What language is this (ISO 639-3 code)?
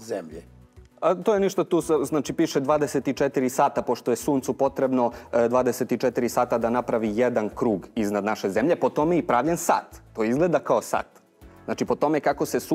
srp